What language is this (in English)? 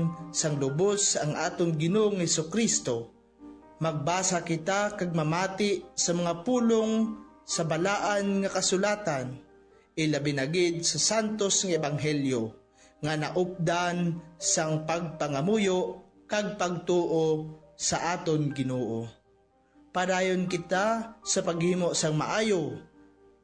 Hiligaynon